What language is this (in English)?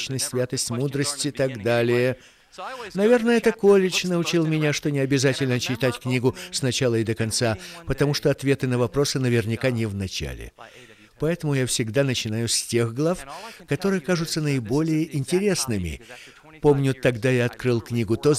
Russian